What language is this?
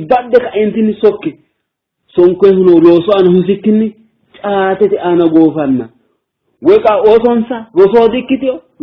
Sidamo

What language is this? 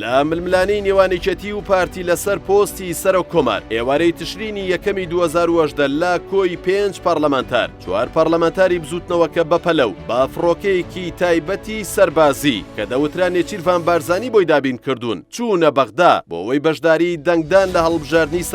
Central Kurdish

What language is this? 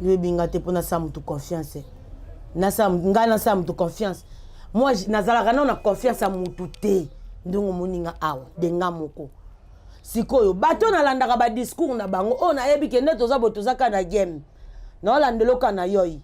Lingala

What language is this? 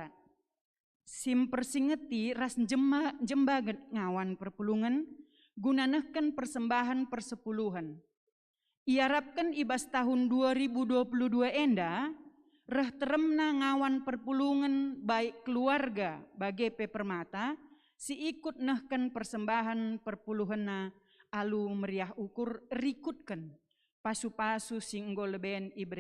Batak Karo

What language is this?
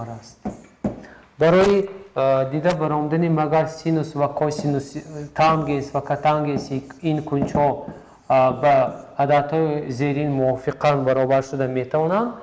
Tajik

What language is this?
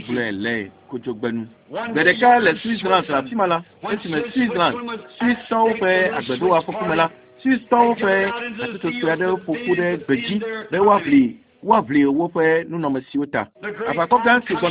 Ewe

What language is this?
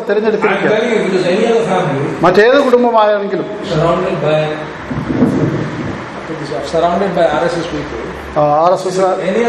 Malayalam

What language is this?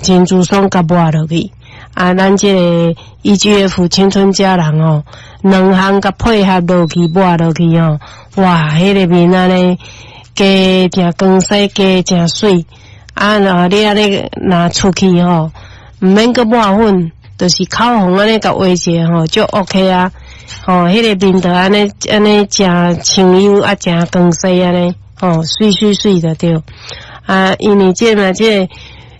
Min Nan Chinese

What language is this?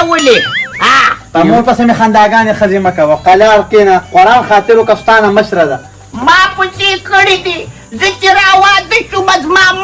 Pashto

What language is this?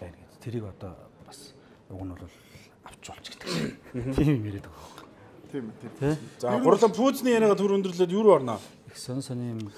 Mongolian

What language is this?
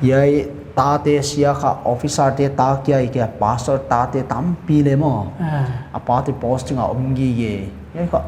Paite Chin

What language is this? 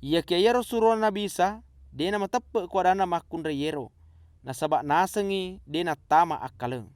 Buginese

